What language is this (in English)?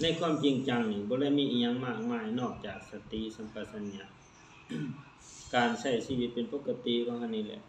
Lao